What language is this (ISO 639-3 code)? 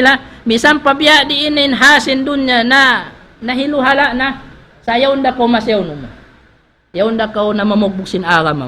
tsg